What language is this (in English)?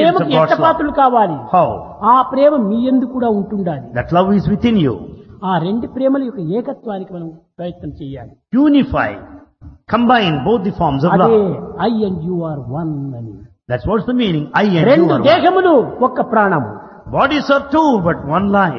Telugu